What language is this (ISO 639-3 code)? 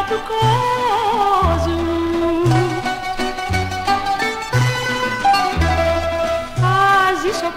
ell